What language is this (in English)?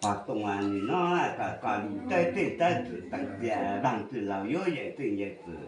Hmong